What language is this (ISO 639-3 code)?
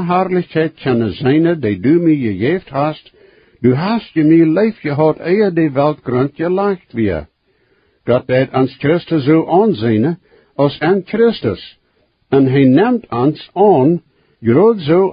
pdt